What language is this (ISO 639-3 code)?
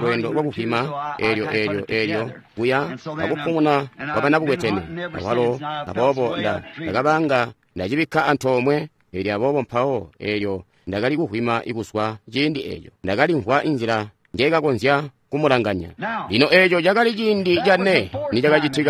toi